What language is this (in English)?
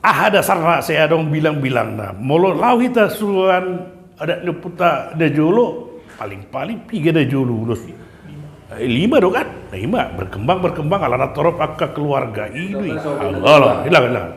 Batak Toba